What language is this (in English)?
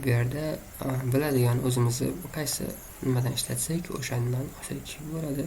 Uzbek